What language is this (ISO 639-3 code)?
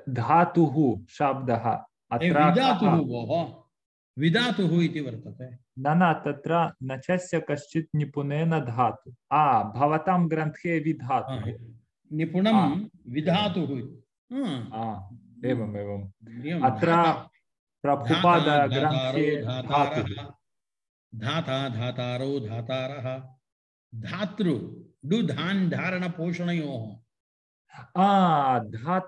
san